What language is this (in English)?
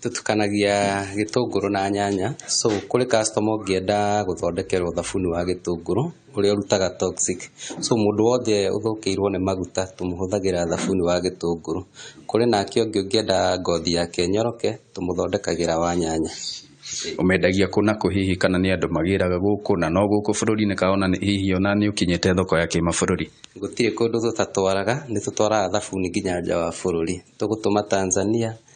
Kikuyu